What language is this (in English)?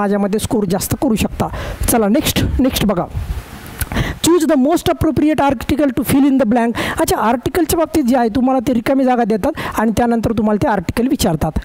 Marathi